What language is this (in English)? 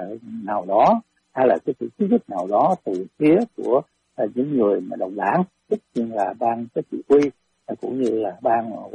Vietnamese